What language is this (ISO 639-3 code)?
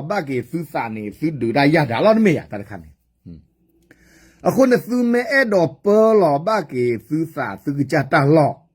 ksw